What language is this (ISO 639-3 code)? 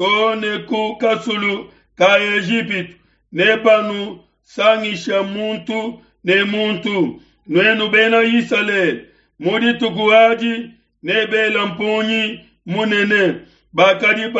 lua